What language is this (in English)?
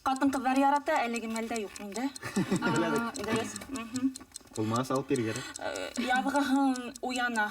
Bashkir